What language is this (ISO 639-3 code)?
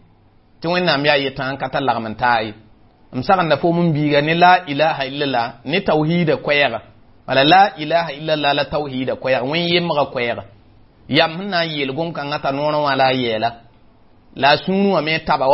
mos